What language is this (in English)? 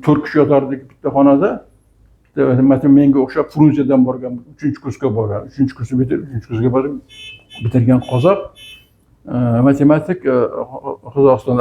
Uzbek